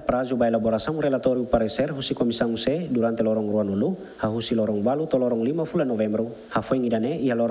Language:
Tetum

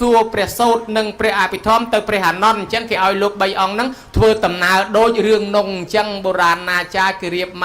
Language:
Khmer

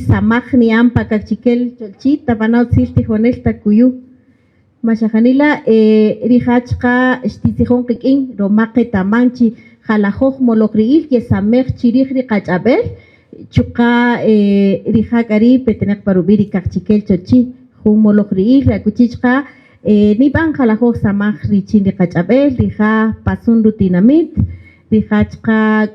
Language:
Kaqchikel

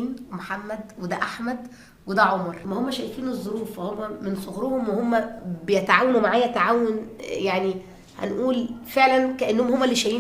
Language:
Egyptian Arabic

